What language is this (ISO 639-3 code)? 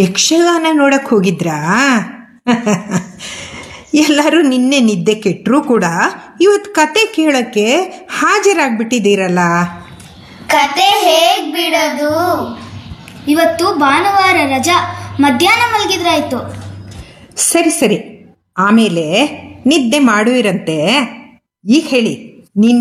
kan